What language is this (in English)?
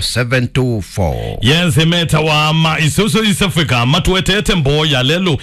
Kamba